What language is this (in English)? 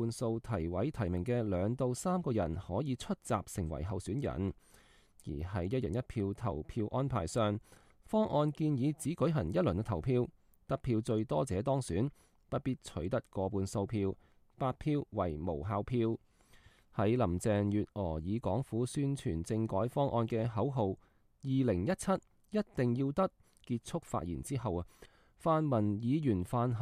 Cantonese